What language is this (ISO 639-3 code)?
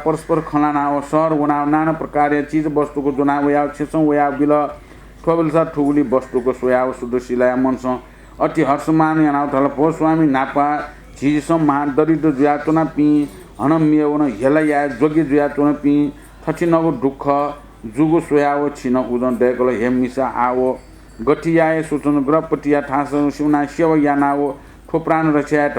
new